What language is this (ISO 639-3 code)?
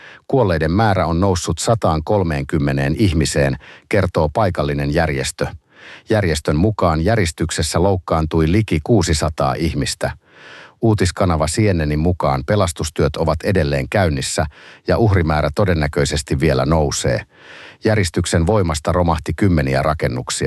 fin